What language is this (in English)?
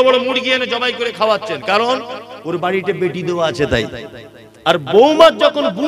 Bangla